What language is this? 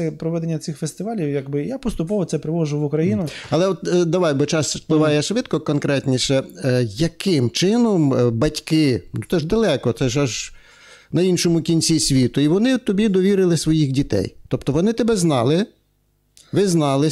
Ukrainian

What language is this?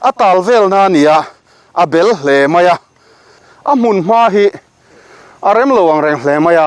Mizo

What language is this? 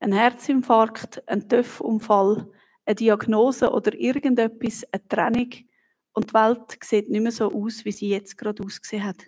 Swiss German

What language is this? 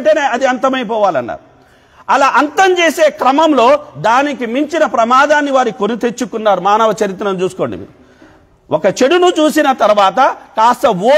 Telugu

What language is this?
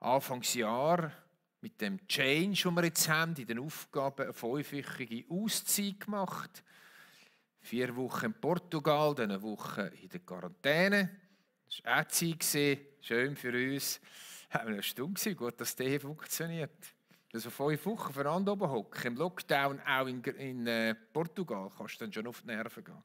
Swiss German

